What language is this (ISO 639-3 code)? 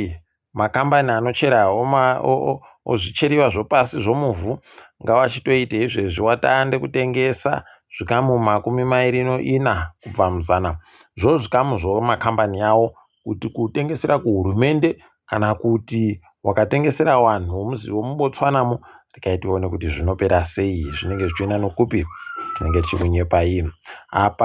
ndc